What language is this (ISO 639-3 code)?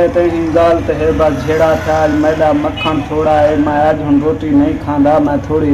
skr